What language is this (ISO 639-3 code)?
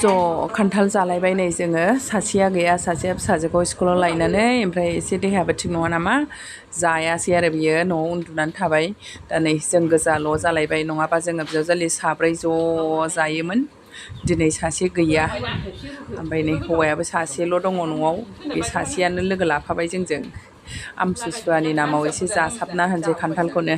brx